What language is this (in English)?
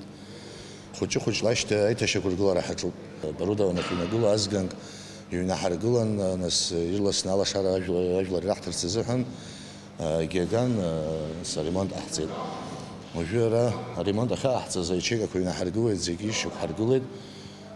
Abkhazian